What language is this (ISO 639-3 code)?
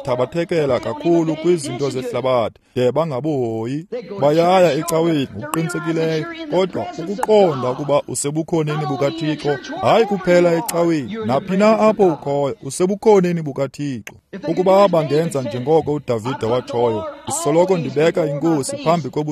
xho